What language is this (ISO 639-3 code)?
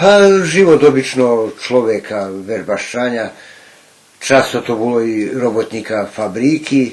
rue